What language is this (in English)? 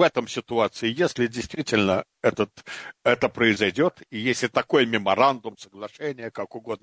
Russian